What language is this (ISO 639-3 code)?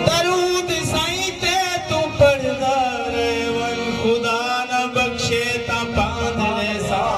skr